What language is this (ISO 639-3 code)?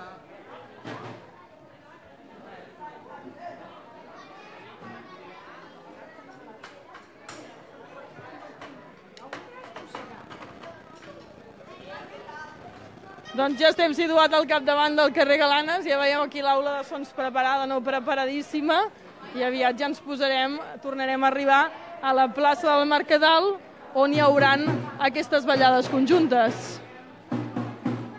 cat